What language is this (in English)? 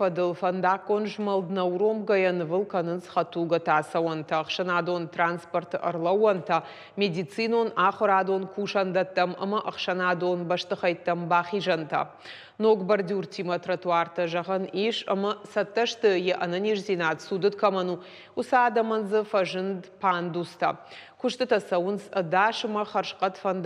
Ossetic